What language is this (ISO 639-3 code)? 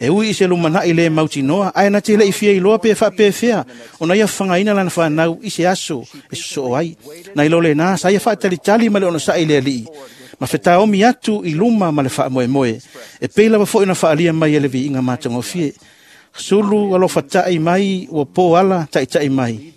smo